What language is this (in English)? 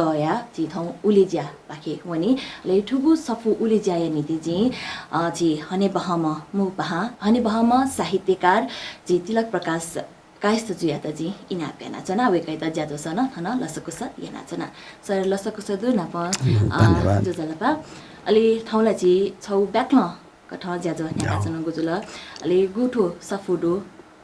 Newari